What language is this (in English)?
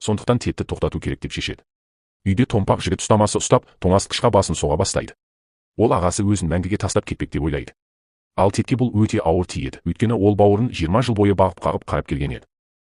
Kazakh